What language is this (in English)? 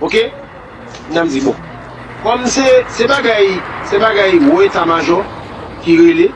Haitian Creole